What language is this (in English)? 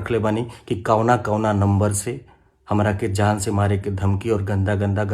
Bhojpuri